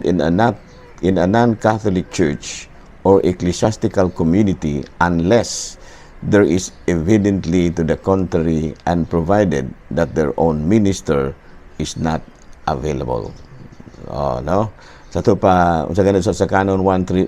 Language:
Cebuano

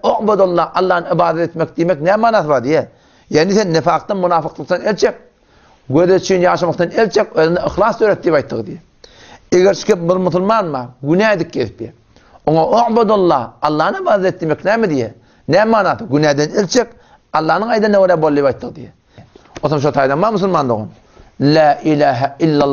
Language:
Turkmen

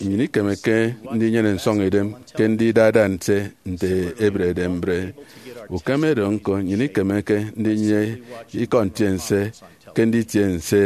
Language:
Efik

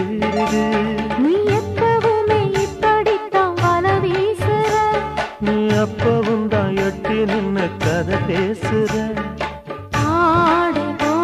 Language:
Tamil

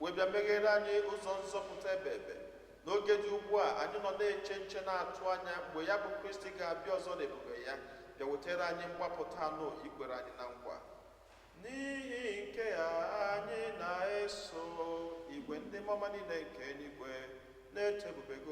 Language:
Igbo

